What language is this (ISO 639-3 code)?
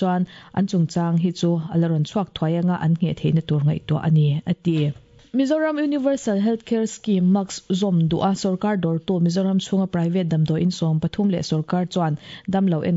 lus